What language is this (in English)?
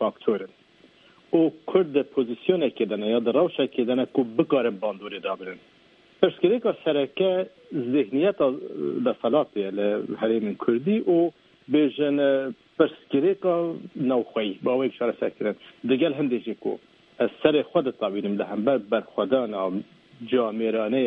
Kurdish